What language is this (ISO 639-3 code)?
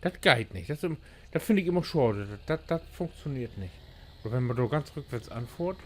nds